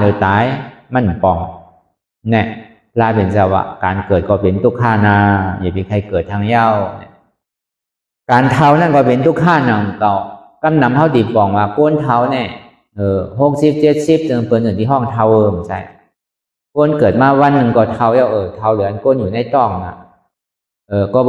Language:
Shan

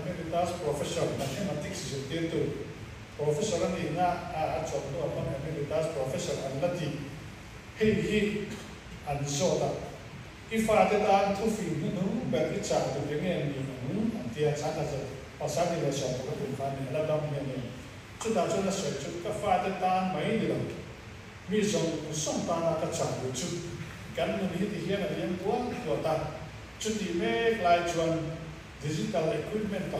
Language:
Mizo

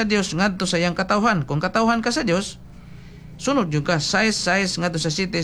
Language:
Cebuano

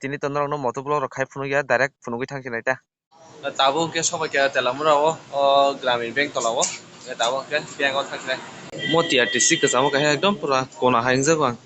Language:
Kok Borok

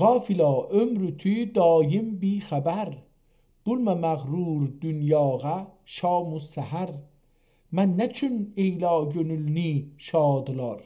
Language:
South Azerbaijani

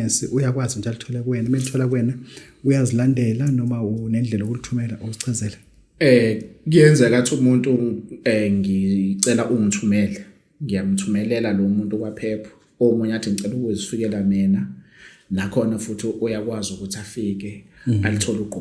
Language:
Zulu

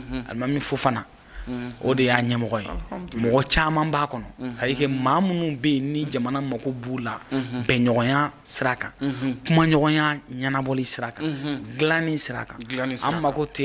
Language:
Bambara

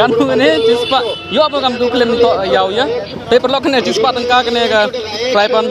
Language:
Khasi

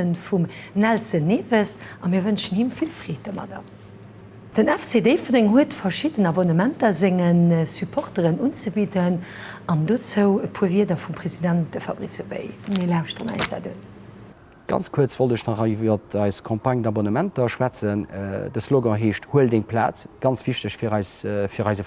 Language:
Luxembourgish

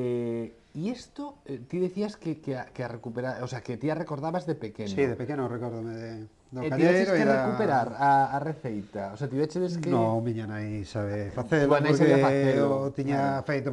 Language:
Galician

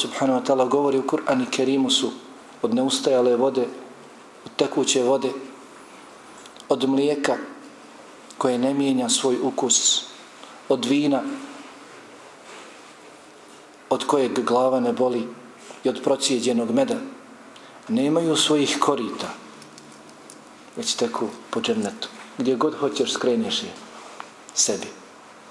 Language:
Bosnian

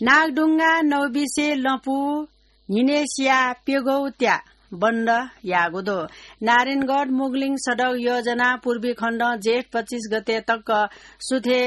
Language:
Newari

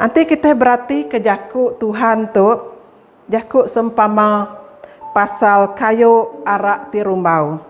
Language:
Iban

